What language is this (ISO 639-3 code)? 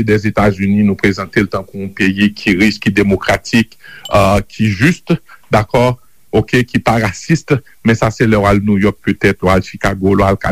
hat